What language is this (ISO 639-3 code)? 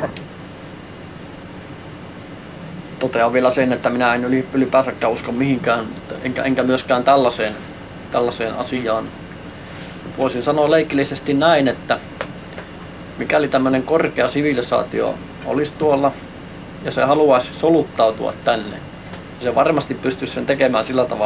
fin